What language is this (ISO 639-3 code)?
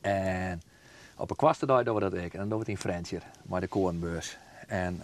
fry